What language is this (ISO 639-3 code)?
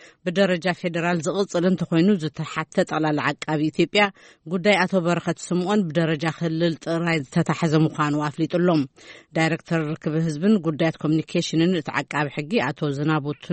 tir